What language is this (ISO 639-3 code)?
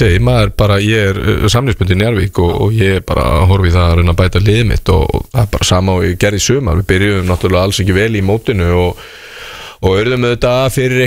isl